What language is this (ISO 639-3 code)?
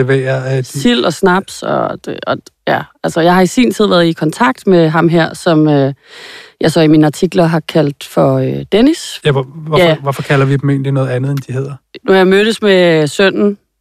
dan